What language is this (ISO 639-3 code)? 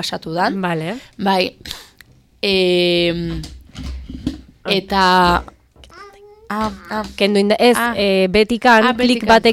eus